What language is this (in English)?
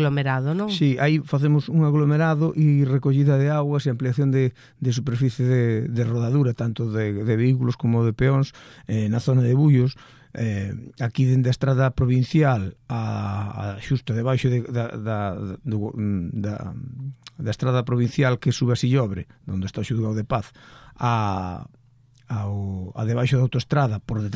Galician